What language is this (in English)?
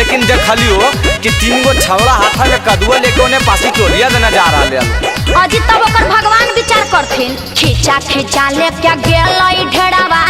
Magahi